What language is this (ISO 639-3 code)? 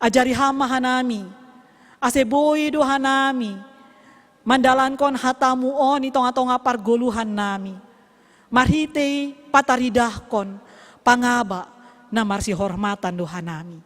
bts